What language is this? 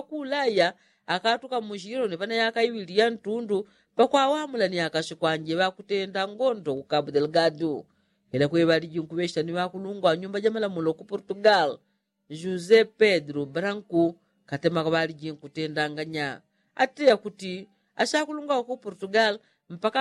Yao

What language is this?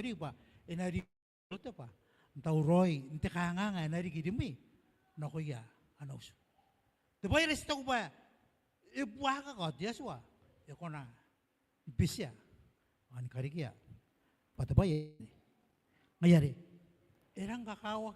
Gilbertese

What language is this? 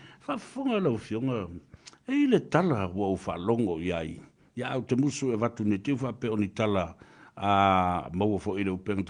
Samoan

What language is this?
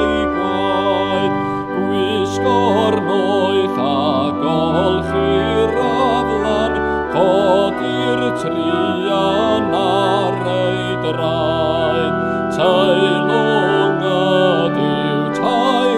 Welsh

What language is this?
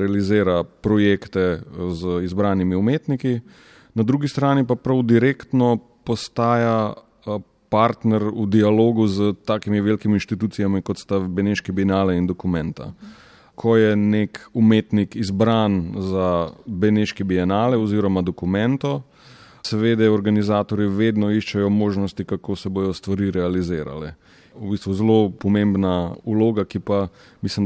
Slovenian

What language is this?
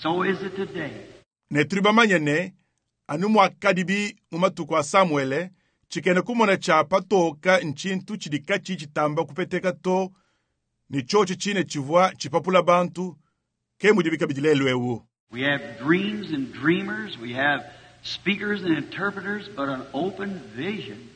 Luba-Lulua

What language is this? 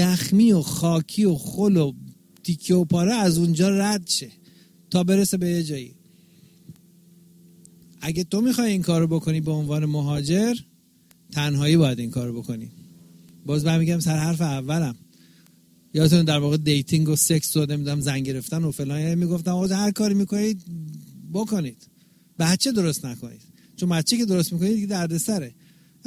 Persian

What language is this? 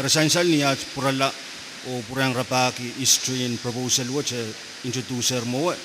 Pohnpeian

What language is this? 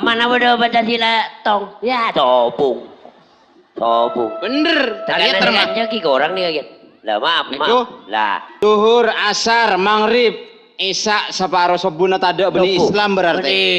Madurese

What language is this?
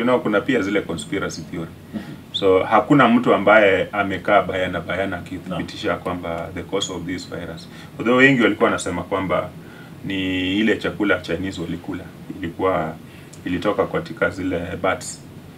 Swahili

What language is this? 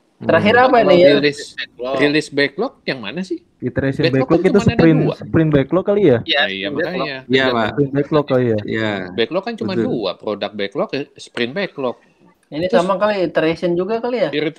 Indonesian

